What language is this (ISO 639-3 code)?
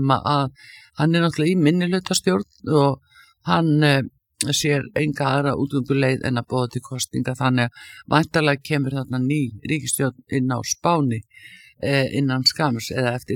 isl